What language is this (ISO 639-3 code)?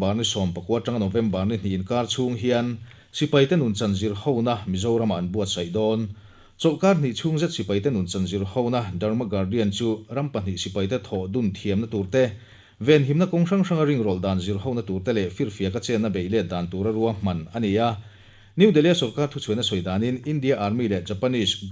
lus